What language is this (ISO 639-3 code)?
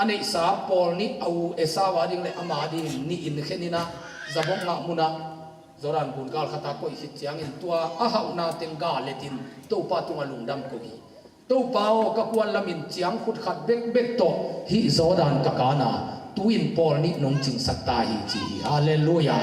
ctd